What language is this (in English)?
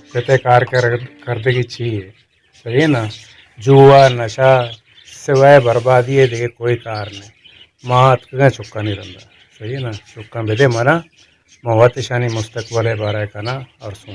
Baluchi